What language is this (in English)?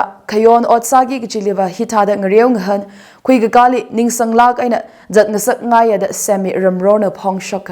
Tangkhul Naga (India)